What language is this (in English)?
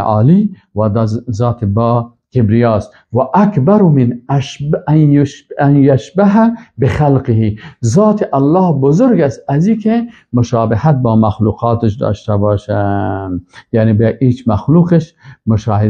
Persian